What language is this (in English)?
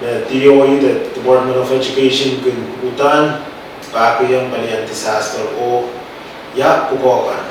Pohnpeian